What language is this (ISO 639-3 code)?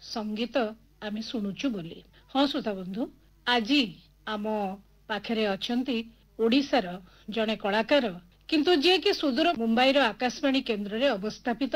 ori